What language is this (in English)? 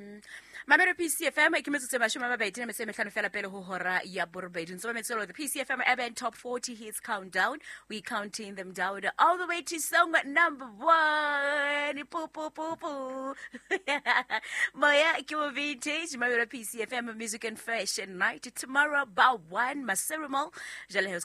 Southern Sotho